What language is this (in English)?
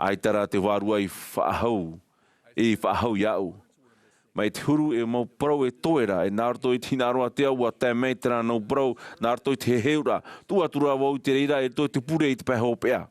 Tahitian